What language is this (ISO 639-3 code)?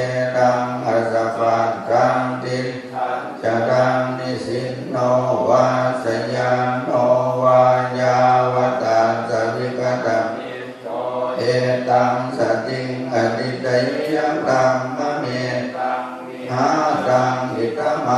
pli